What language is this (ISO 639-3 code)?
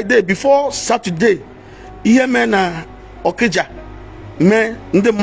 ibo